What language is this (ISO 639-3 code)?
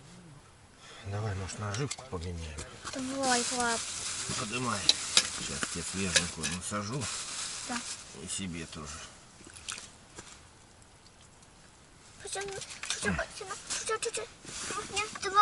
rus